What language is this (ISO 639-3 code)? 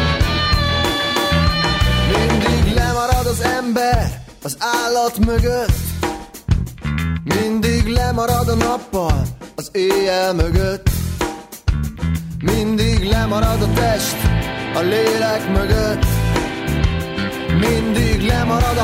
hun